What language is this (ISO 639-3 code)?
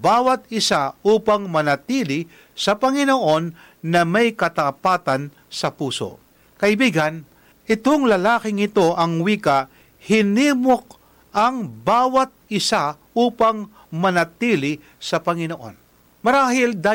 fil